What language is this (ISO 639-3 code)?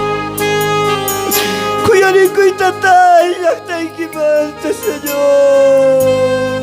quh